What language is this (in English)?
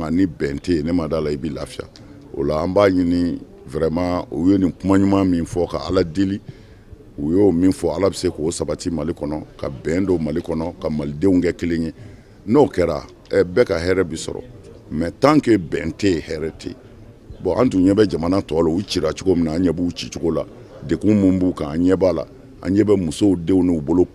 Bambara